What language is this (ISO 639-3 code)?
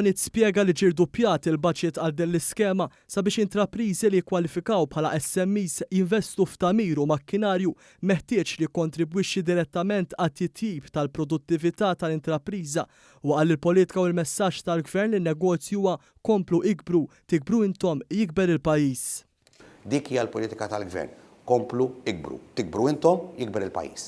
mlt